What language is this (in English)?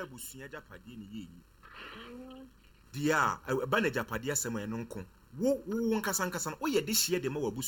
Akan